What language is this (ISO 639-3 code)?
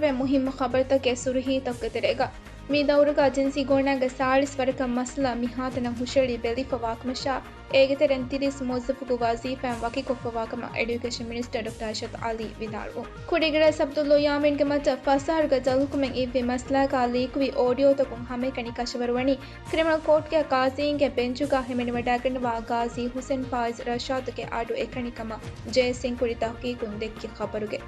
div